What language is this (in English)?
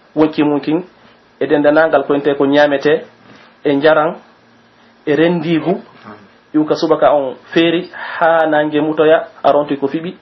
Pular